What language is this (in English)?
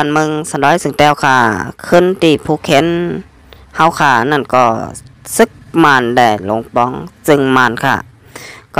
Shan